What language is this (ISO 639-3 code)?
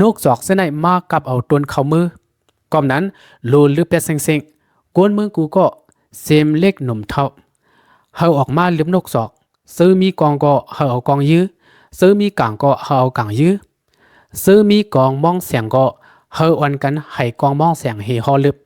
lao